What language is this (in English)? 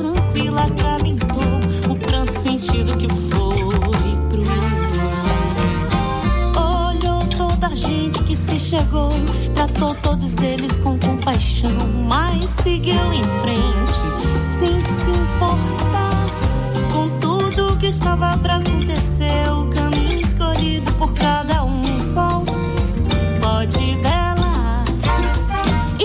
Portuguese